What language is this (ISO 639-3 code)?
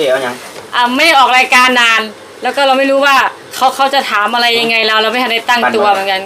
tha